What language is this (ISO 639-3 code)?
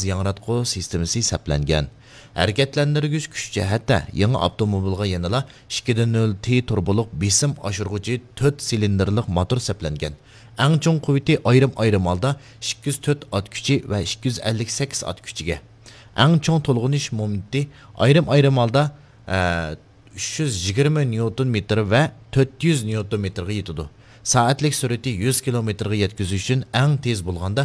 uig